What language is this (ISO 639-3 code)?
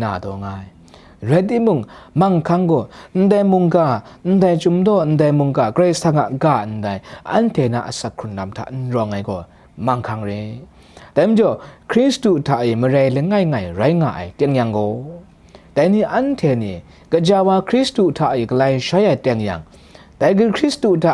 kac